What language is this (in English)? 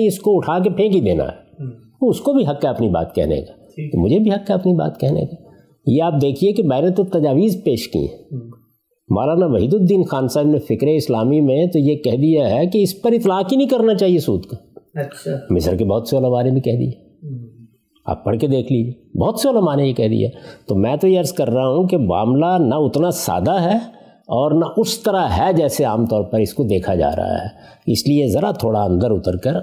Urdu